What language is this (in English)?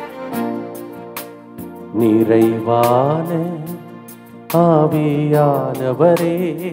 Telugu